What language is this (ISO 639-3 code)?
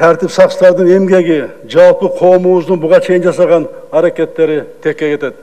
kir